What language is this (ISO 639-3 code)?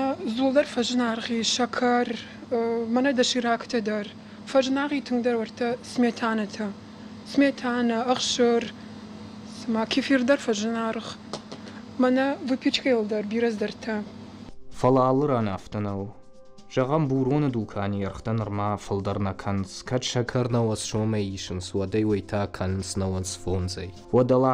oss